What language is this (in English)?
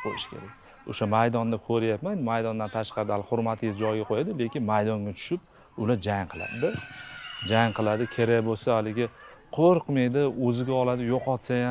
Uzbek